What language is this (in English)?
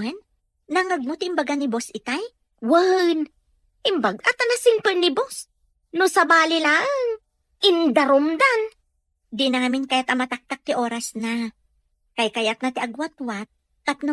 Iloko